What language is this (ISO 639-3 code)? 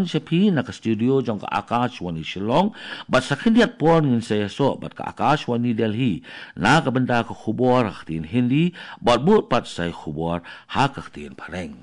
kha